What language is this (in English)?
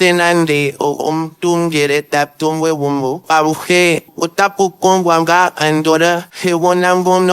Ndonga